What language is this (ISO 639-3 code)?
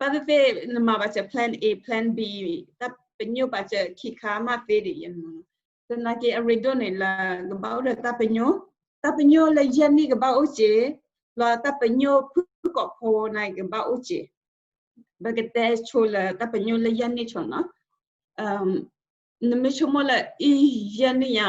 ksw